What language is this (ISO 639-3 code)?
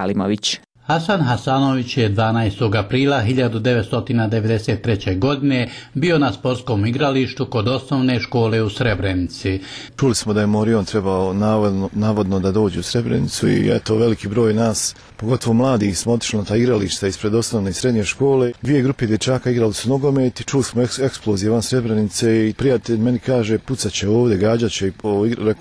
bos